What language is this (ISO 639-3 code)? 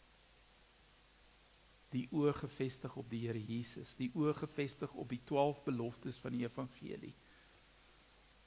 afr